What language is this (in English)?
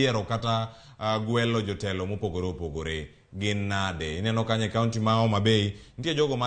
Luo (Kenya and Tanzania)